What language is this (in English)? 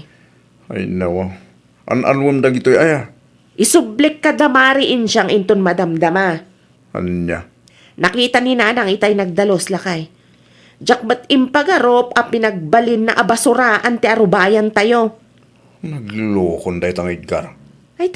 Iloko